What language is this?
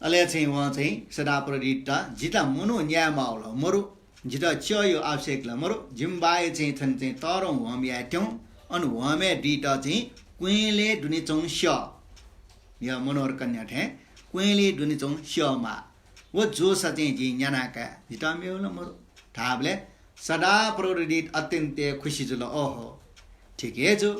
Newari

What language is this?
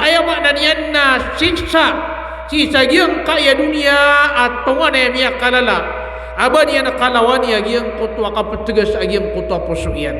Maranao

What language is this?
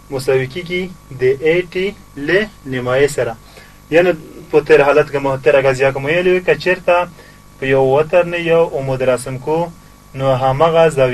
Pashto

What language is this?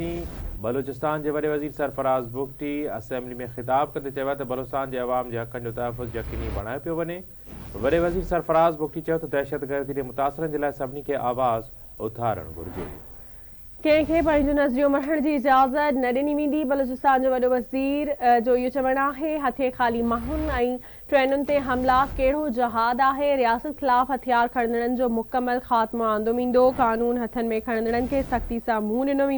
Sindhi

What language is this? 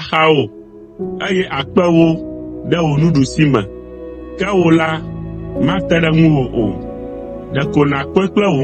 Ewe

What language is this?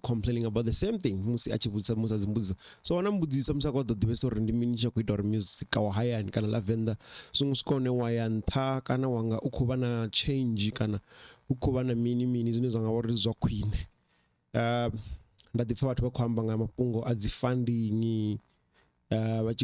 Venda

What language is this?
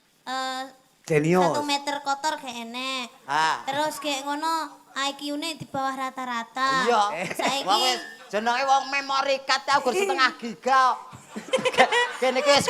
Javanese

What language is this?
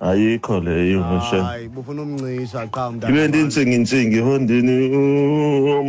Xhosa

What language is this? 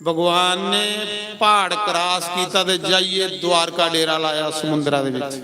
Dogri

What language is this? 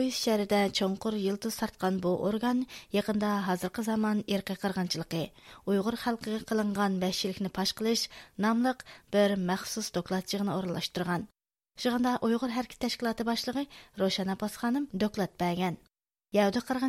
Uyghur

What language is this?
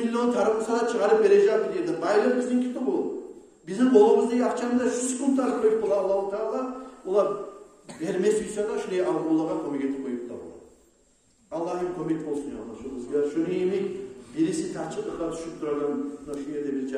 Kumyk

